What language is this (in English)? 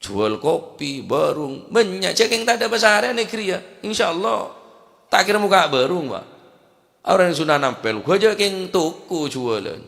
Madurese